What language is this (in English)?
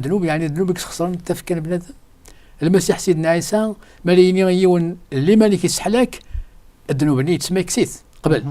Kabyle